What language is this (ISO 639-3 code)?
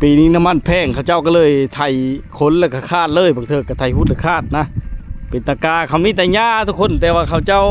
lao